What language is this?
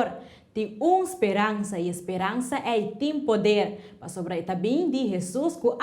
Papiamento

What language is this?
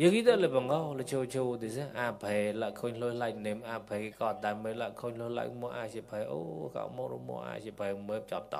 Mon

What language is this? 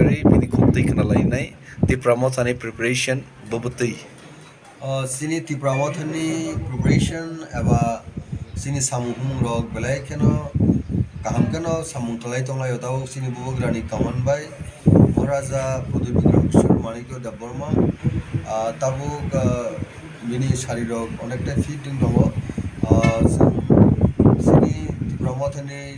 Kok Borok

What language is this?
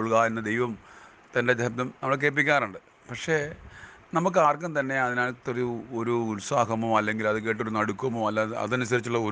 Malayalam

